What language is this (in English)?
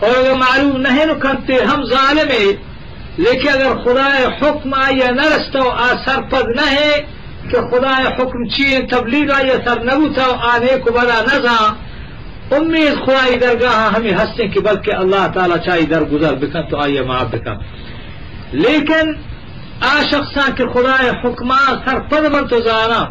Eastern Balochi